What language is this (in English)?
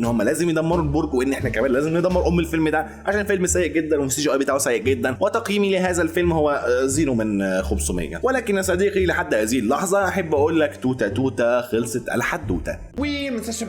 Egyptian Arabic